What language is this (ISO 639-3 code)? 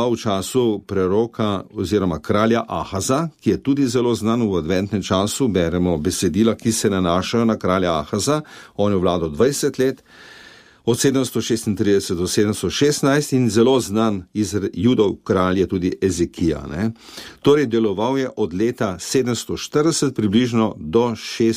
slv